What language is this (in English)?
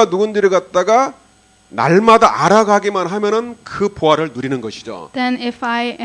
Korean